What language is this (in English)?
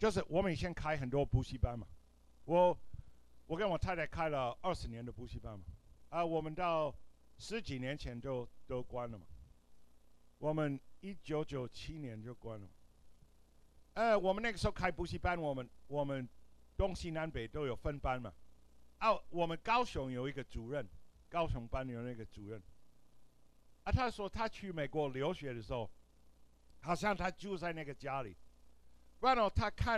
Chinese